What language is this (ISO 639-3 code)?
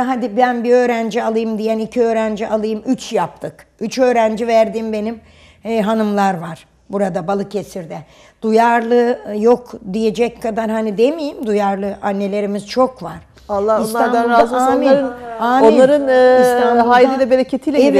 tur